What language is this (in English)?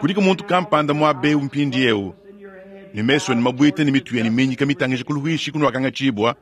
Luba-Lulua